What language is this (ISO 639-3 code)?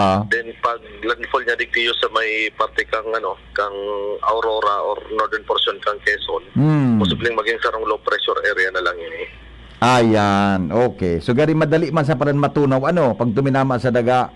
bik